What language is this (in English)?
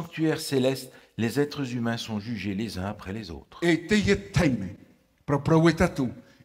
Tahitian